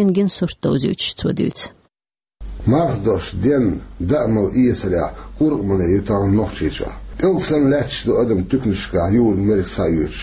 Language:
Chechen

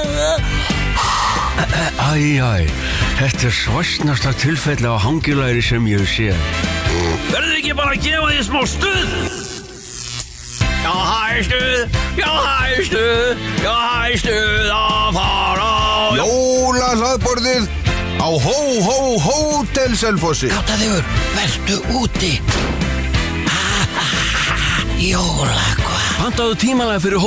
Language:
Icelandic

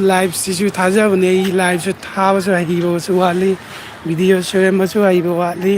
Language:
Manipuri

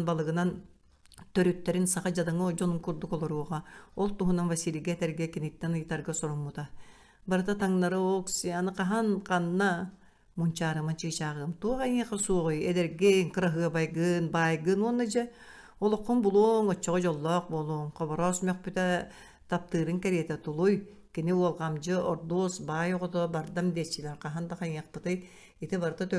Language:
Yakut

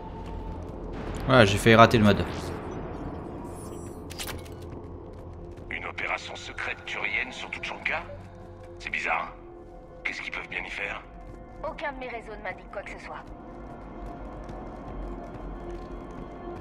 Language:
French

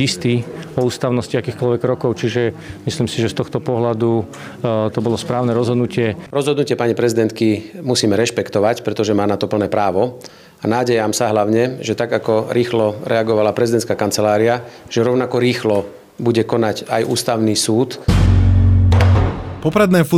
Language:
Slovak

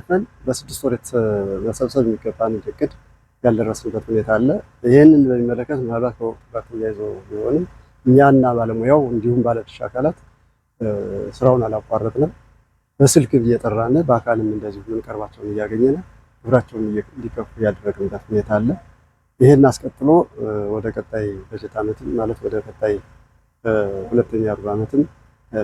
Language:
Amharic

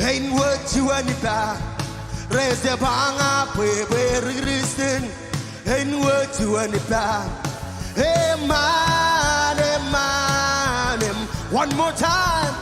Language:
Marshallese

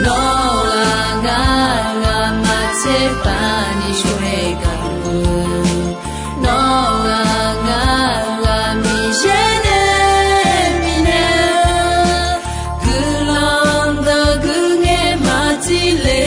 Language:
Akha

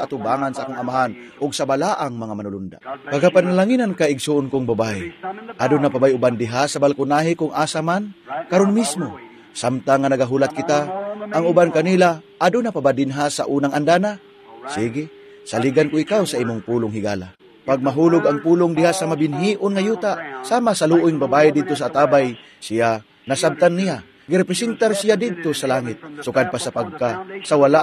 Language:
Cebuano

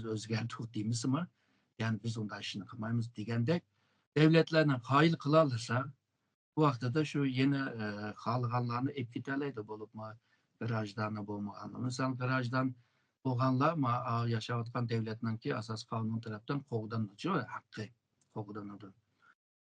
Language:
Uyghur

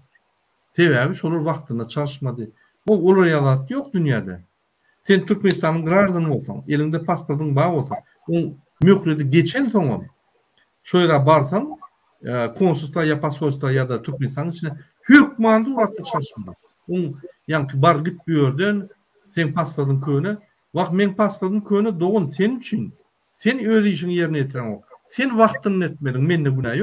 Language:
Turkmen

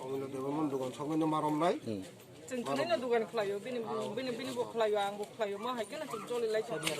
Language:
Kok Borok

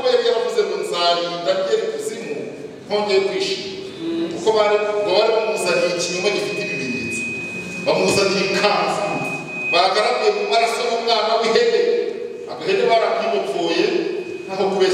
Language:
Kinyarwanda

